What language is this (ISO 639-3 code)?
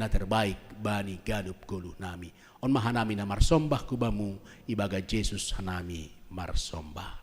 bts